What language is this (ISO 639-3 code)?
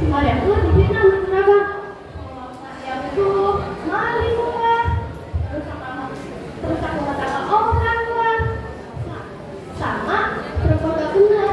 bew